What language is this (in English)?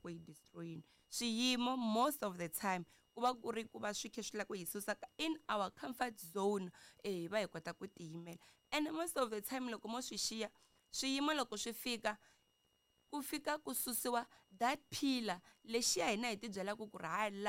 Tsonga